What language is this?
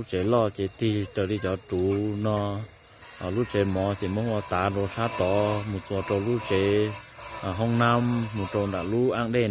Hmong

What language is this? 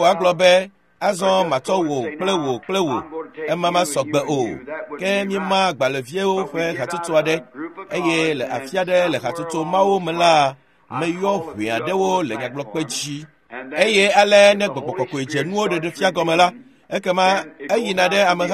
Ewe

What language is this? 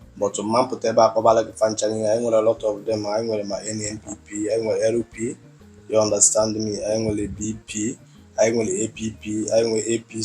Igbo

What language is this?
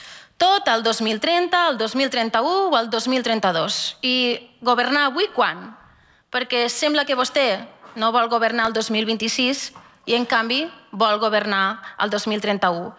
Catalan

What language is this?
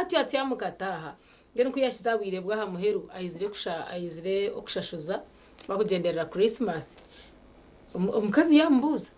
Nyankole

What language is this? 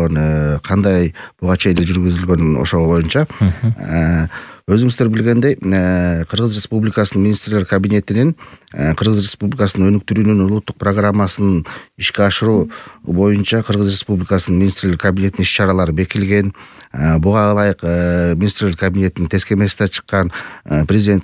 Kyrgyz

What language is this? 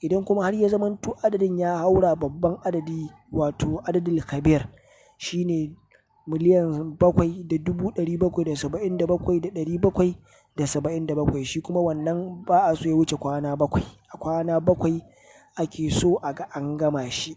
Hausa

